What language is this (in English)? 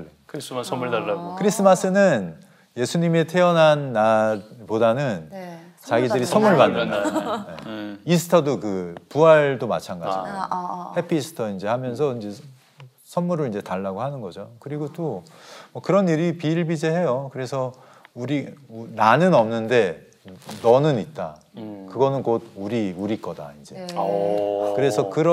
Korean